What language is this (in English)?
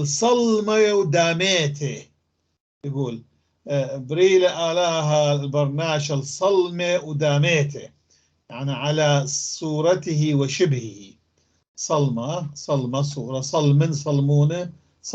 North Levantine Arabic